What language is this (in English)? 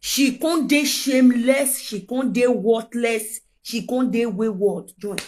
Nigerian Pidgin